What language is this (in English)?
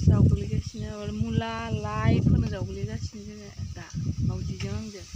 Bodo